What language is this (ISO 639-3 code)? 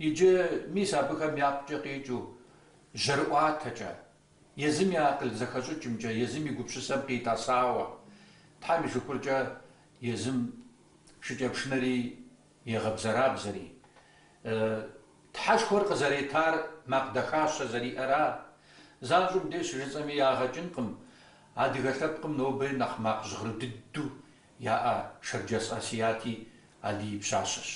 kbd